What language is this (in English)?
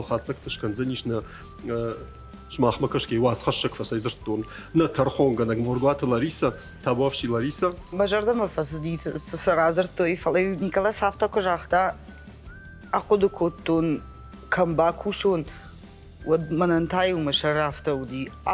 Ossetic